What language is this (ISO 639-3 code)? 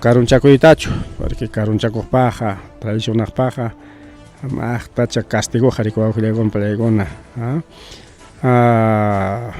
quy